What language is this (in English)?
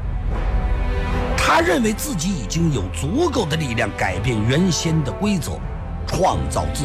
Chinese